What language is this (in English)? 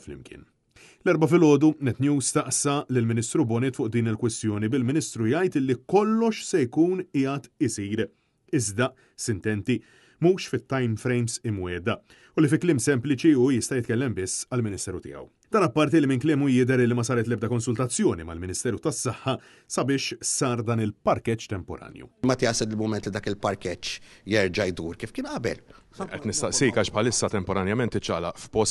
Maltese